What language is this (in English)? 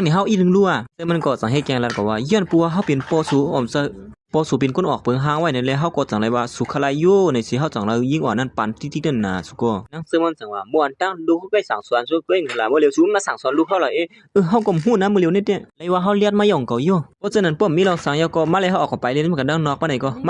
Shan